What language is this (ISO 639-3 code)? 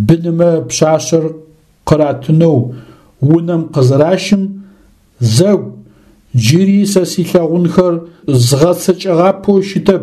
ady